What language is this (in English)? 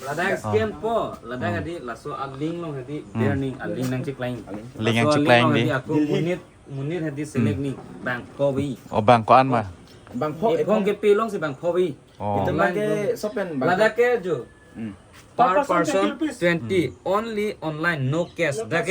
Karbi